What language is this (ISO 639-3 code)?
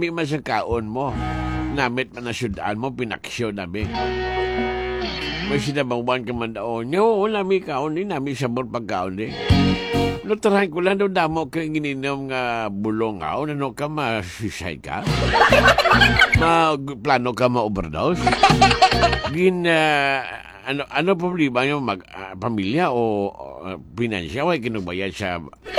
hil